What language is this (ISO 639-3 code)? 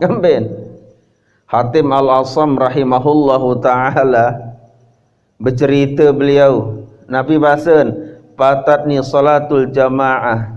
sas